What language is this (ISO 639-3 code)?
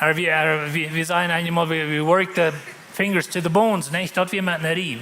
pdt